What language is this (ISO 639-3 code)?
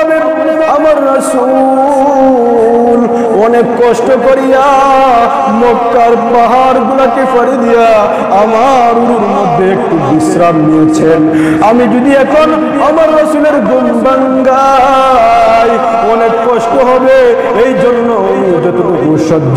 ben